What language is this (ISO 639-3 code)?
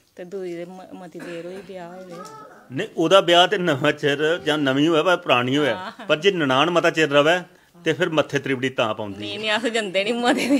doi